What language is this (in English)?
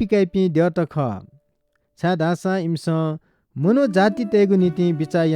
Newari